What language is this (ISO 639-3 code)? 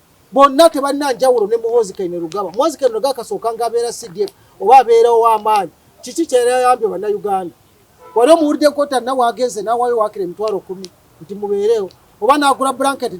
lug